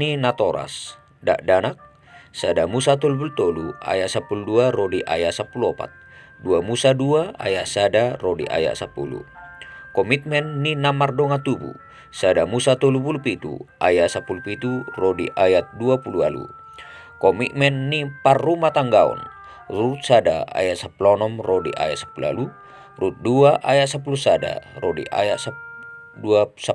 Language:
Batak Toba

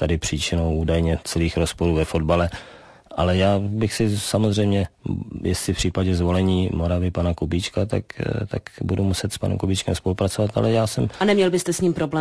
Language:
Czech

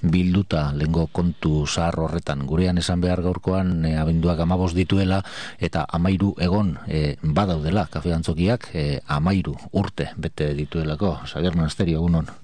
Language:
Basque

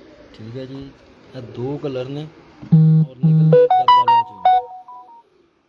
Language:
Punjabi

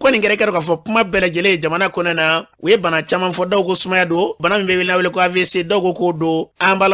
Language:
Bambara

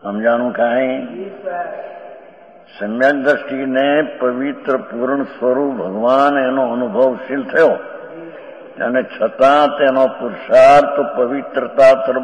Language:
Gujarati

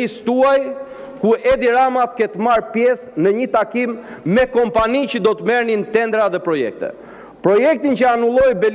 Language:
Albanian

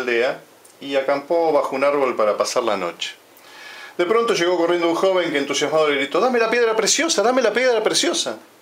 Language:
Spanish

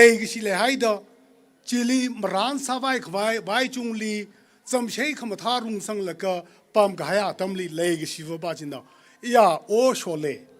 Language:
Tangkhul Naga (India)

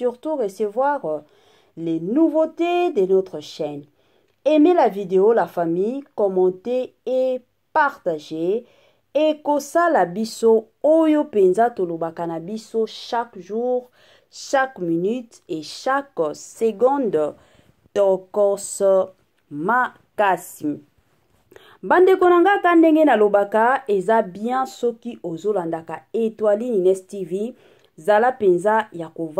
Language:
Lingala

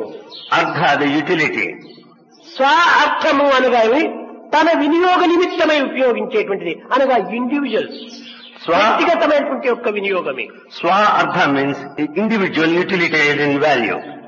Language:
Telugu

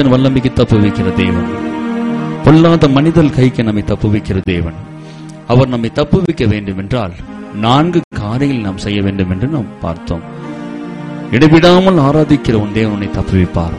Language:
Tamil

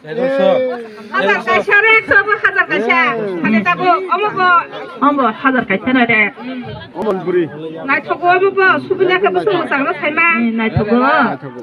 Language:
Kok Borok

